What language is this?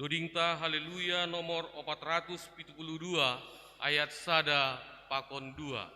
Batak Simalungun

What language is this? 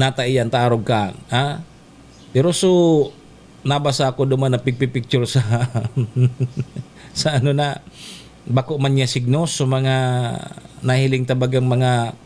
Bikol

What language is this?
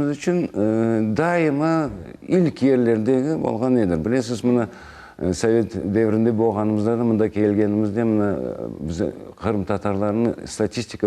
Crimean Tatar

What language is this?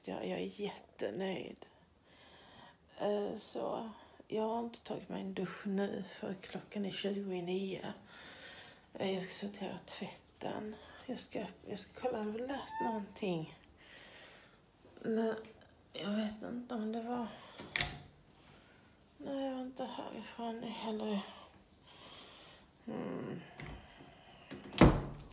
Swedish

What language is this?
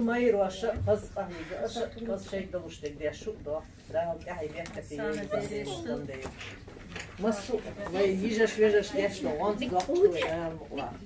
Chechen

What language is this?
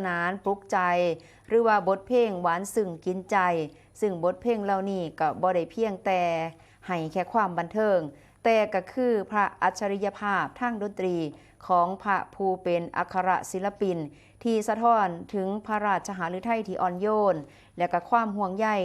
Northeastern Thai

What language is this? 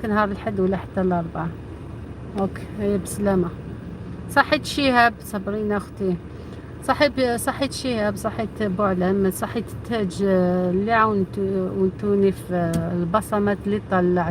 Algerian Arabic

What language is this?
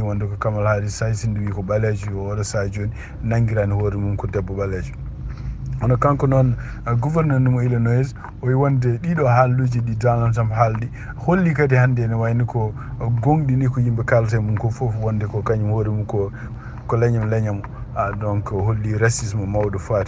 Fula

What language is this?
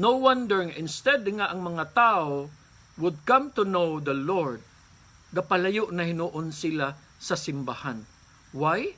Cebuano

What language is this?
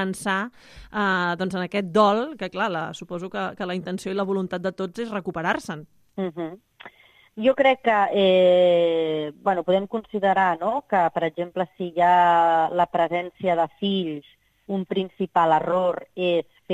Catalan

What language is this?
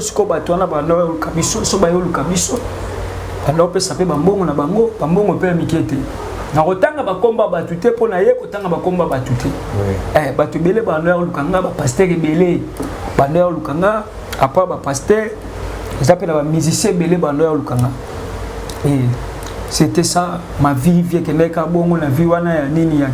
Lingala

